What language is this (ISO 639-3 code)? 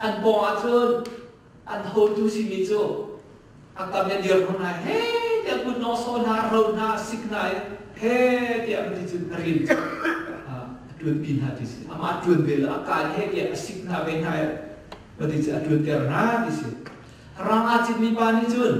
cnh